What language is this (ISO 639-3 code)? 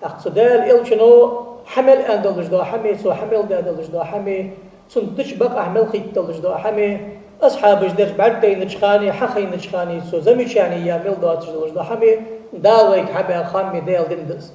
inh